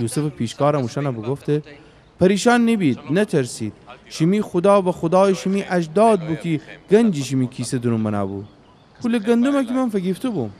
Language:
Gilaki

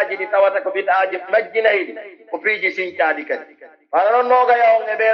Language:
Pular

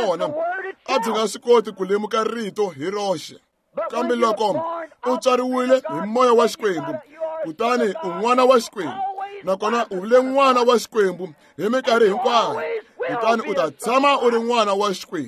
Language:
Tsonga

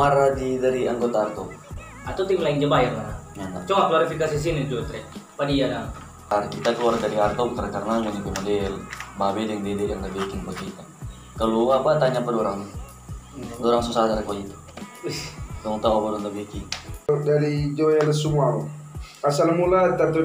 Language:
Manado Malay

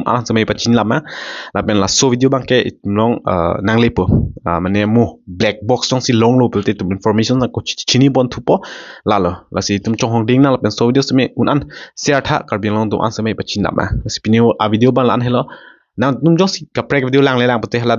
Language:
Karbi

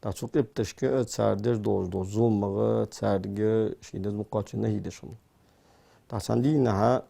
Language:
Ingush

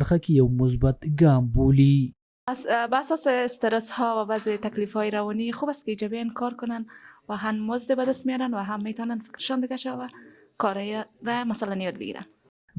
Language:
Pashto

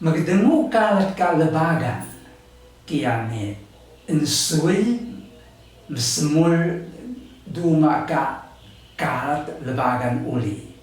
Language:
Taroko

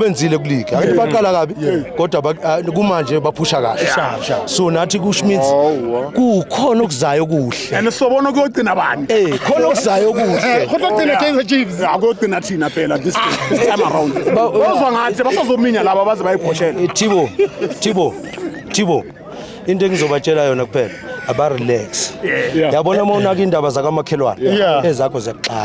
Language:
Zulu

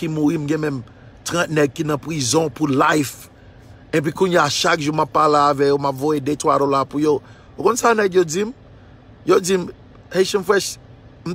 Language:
Haitian Creole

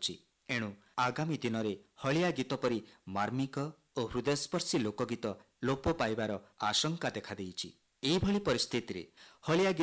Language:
Odia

